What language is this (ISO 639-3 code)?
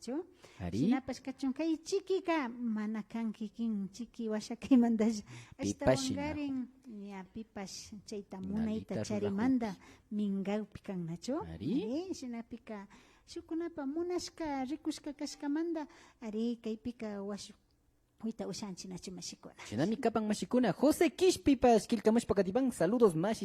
qvi